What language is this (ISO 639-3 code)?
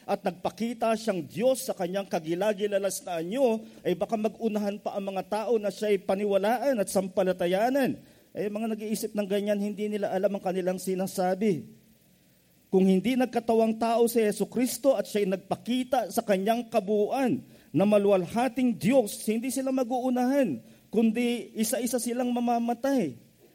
fil